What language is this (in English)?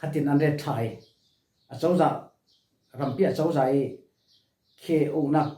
Falam Chin